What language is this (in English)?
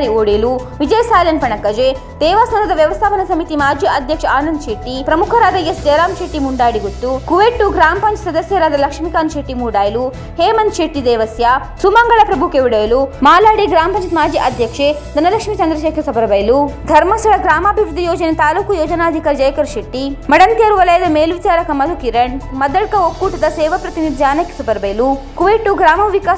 Kannada